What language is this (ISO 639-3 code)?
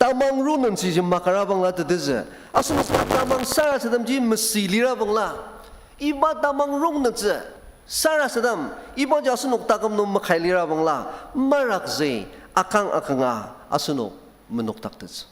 njo